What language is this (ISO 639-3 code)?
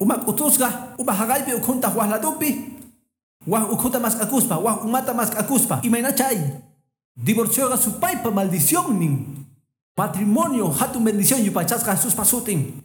que